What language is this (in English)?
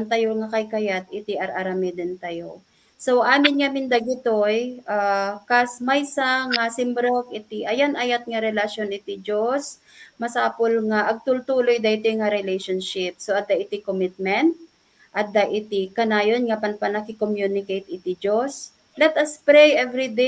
Iloko